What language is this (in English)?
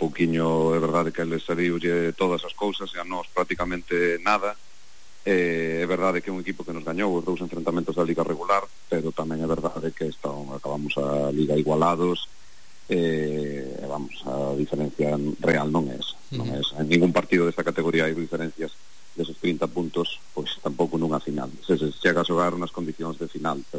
Galician